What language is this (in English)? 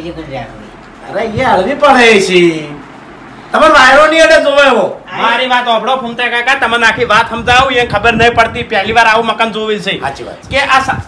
Gujarati